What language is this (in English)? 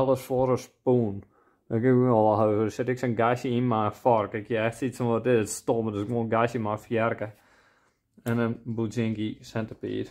Western Frisian